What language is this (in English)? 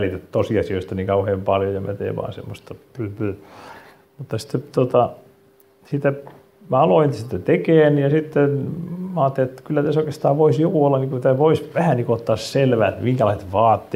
Finnish